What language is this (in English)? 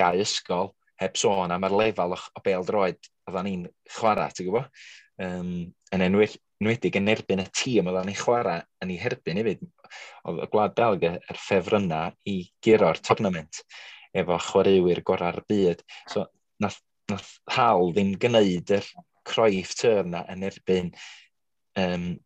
Welsh